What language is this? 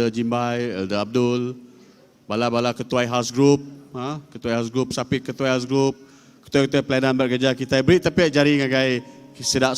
Iban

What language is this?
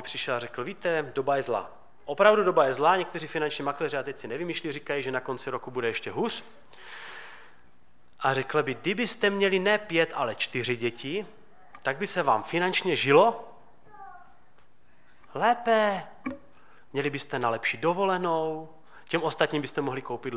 Czech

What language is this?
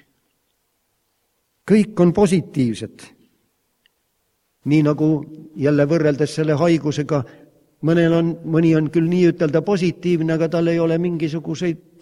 Estonian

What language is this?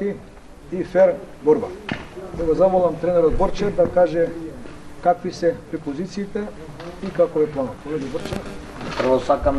Macedonian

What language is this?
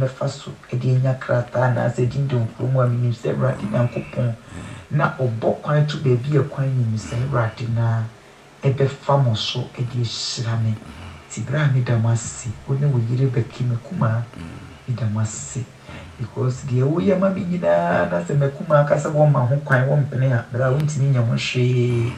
Akan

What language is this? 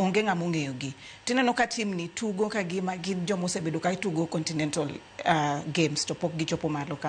Luo (Kenya and Tanzania)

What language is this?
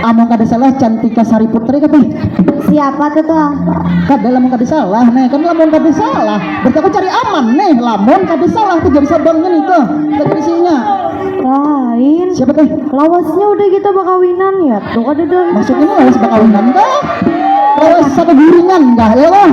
Banjar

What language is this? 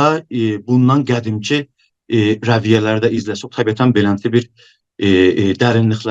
South Azerbaijani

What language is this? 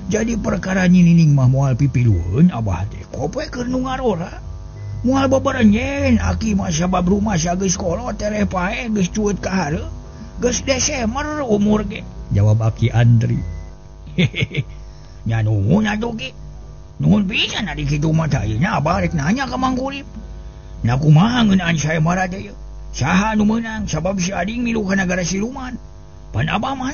Sundanese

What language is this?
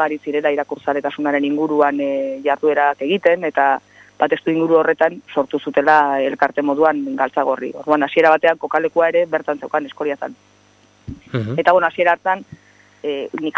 Basque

